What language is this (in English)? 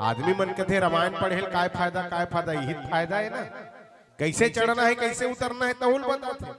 Chhattisgarhi